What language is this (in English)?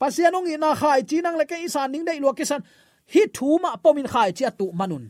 Tedim Chin